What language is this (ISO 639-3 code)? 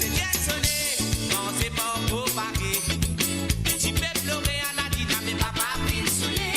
mfe